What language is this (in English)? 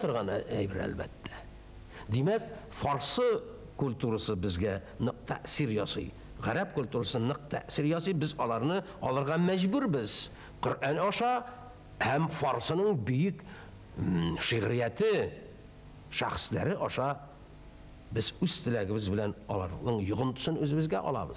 Tatar